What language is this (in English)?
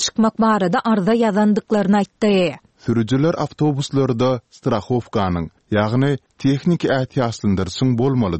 Turkmen